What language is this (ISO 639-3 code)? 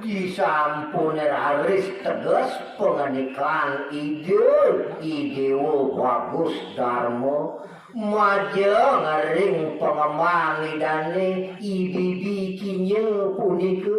ban